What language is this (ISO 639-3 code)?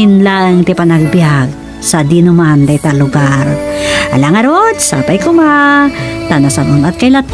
ilo